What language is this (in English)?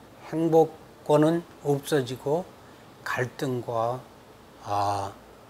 Korean